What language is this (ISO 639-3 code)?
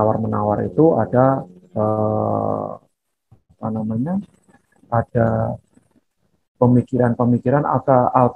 ind